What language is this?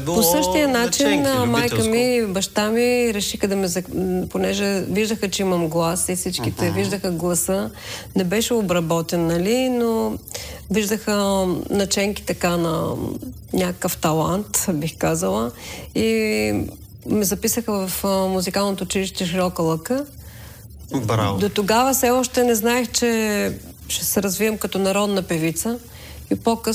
Bulgarian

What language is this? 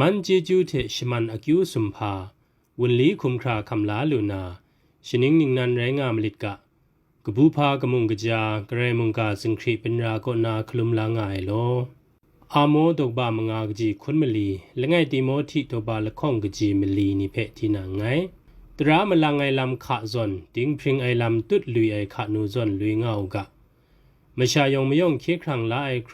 Kachin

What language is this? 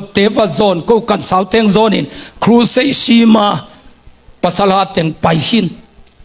Tedim Chin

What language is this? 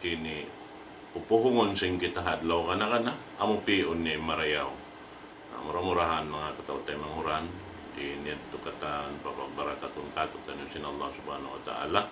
Tausug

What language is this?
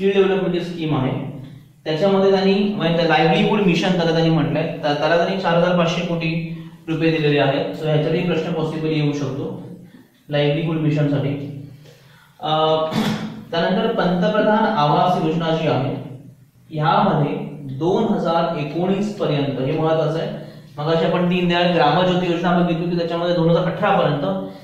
Marathi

